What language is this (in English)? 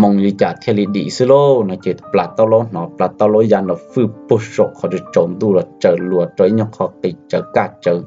Hmong